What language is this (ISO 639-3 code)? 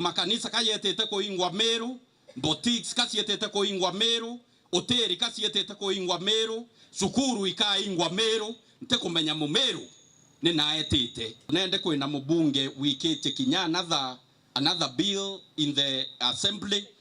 mer